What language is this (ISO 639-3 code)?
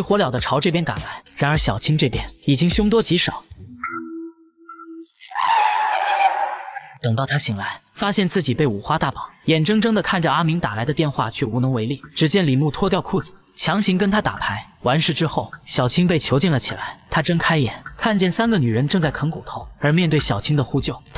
zho